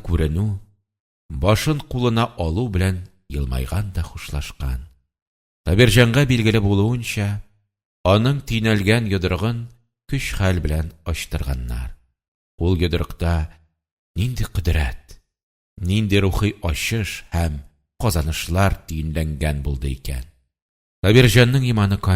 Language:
Tatar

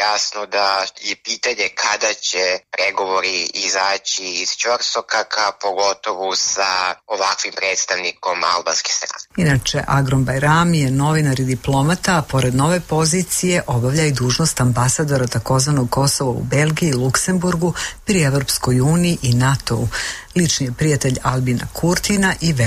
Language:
Serbian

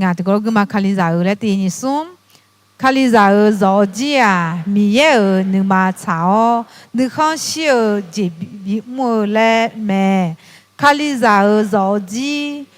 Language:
Akha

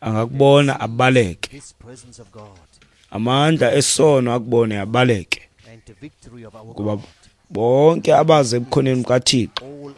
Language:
Xhosa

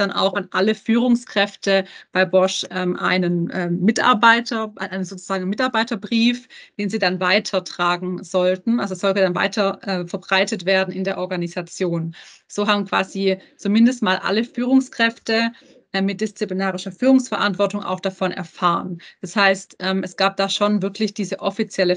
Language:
German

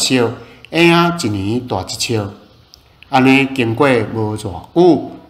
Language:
Min Nan Chinese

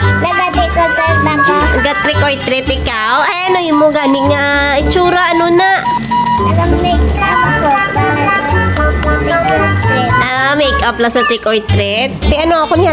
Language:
Hiligaynon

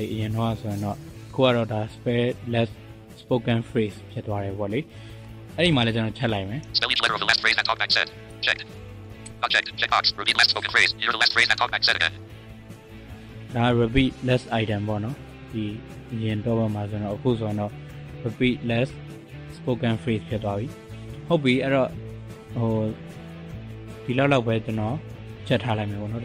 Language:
Burmese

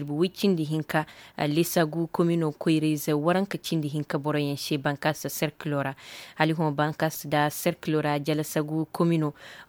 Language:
Koyraboro Senni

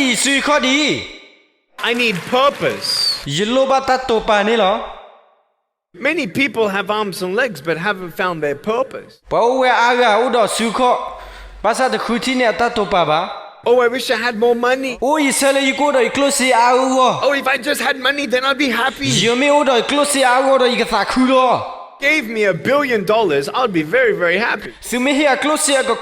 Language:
S'gaw Karen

